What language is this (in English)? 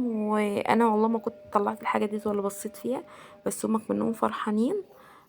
Egyptian Arabic